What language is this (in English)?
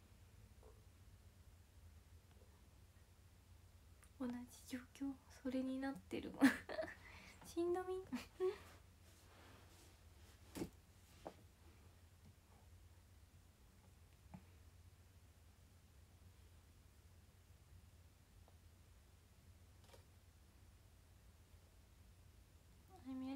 Japanese